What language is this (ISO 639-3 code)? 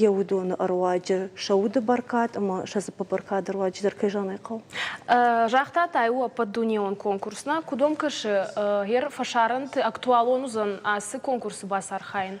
oss